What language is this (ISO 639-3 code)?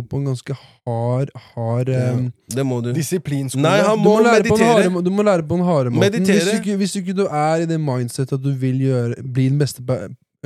nor